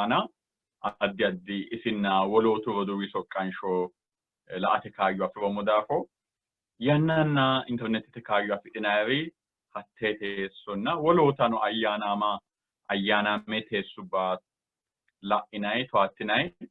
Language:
Sidamo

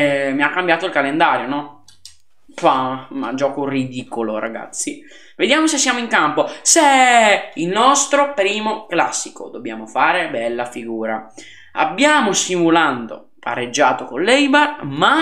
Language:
Italian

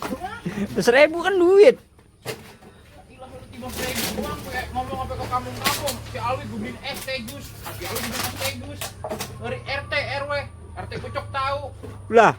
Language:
Betawi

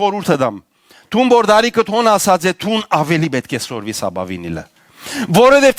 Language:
Western Armenian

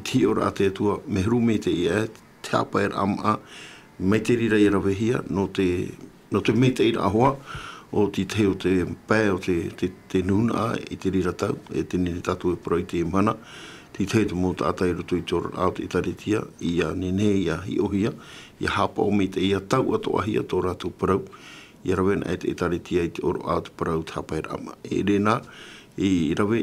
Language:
Tahitian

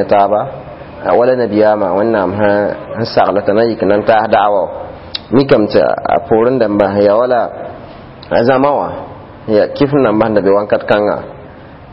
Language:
Mossi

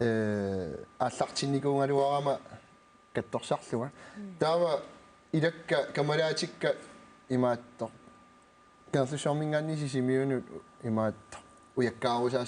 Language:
Kalaallisut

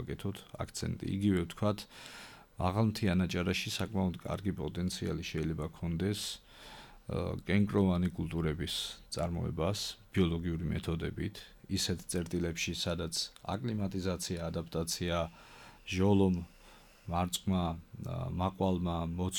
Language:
Georgian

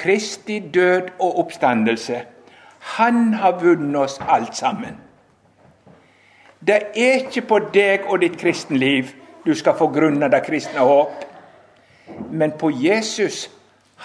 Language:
Norwegian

